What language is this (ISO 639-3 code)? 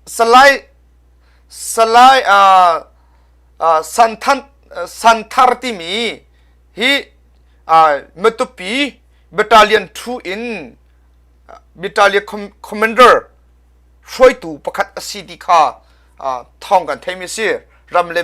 cnh